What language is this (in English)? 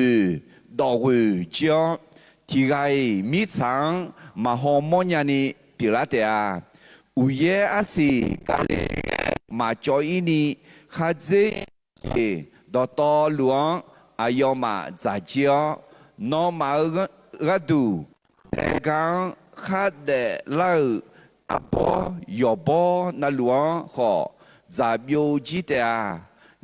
Akha